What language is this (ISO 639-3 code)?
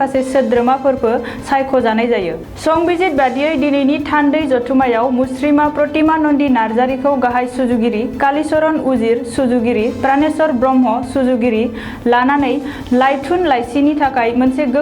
brx